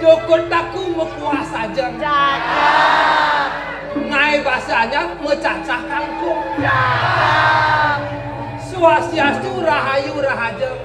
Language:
Balinese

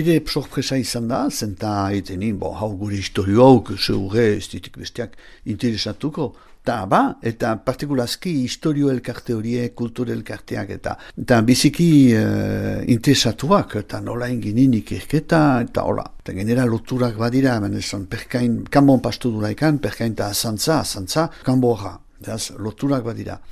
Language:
Basque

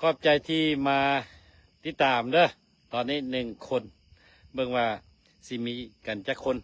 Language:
Lao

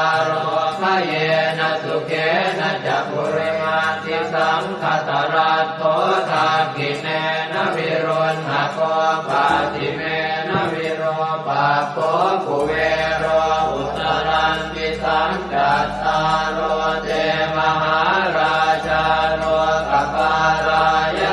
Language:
Pali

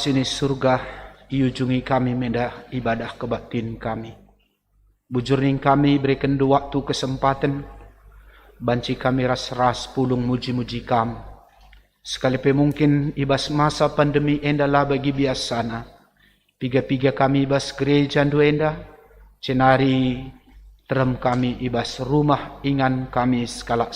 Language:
Batak Karo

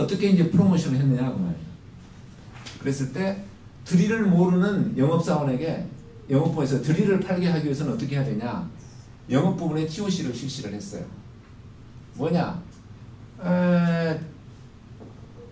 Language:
Korean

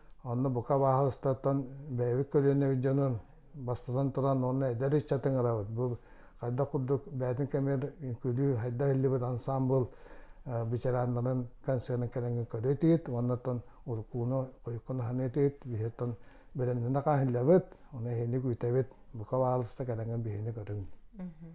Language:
Yakut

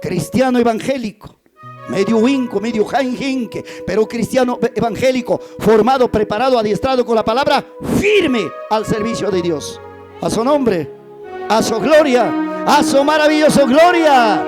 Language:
Ayacucho Quechua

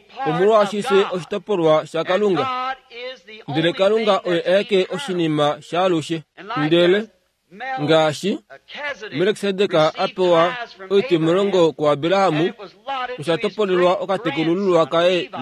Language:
Kuanyama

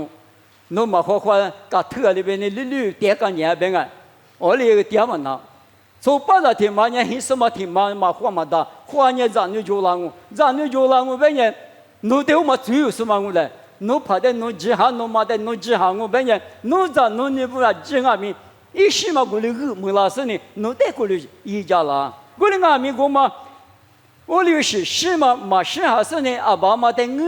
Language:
Lisu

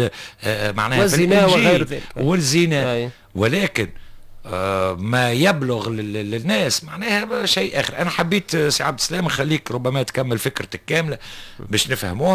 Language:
Tunisian Arabic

